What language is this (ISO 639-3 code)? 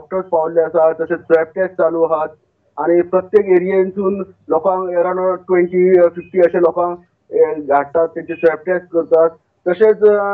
kok